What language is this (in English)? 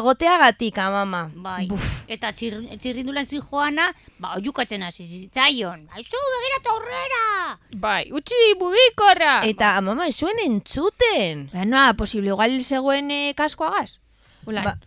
Basque